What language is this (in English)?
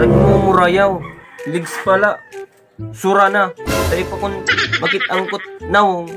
Waray